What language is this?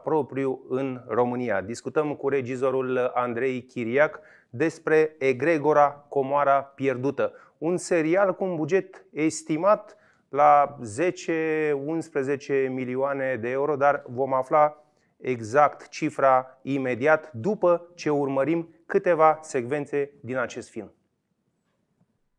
Romanian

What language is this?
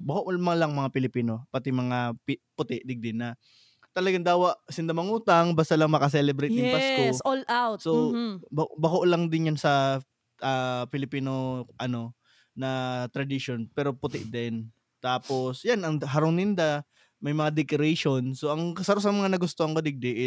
Bikol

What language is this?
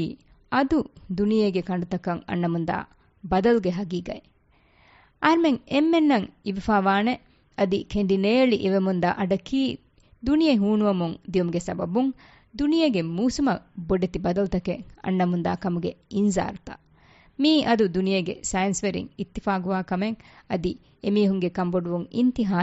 Divehi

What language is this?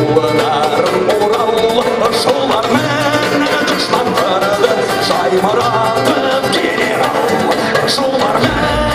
Bashkir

